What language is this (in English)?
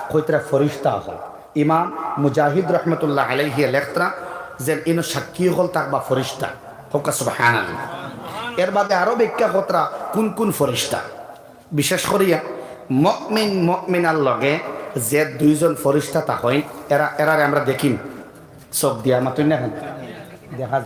Sylheti